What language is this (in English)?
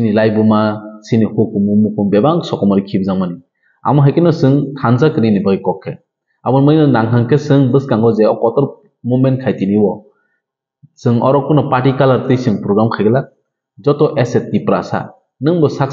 Kok Borok